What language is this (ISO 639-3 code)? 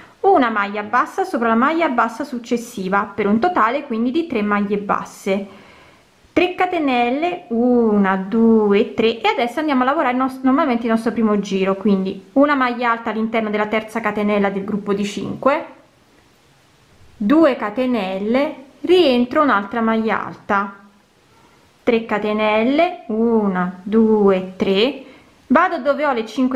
ita